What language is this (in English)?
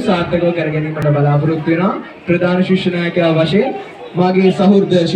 Sinhala